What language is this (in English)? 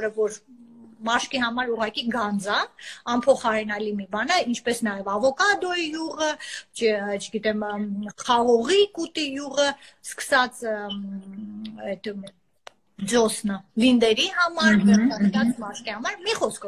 Armenian